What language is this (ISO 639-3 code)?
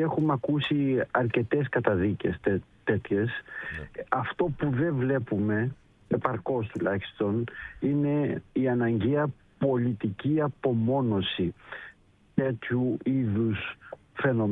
ell